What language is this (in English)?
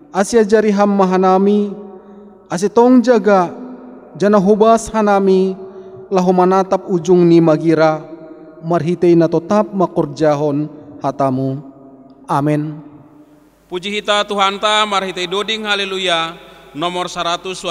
Batak Simalungun